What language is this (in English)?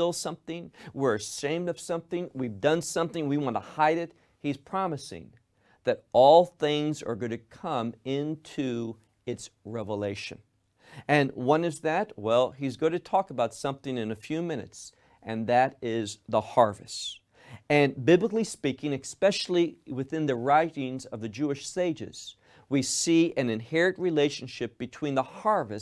English